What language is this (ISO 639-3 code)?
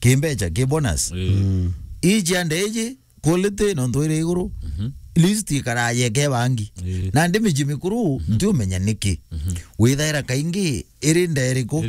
mer